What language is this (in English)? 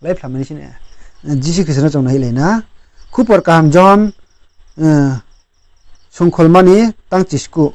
Riang (India)